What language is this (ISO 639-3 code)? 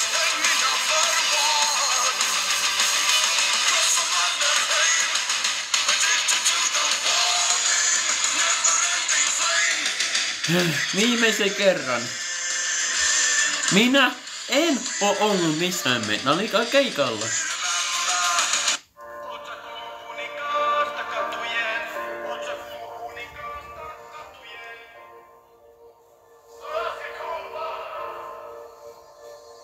fin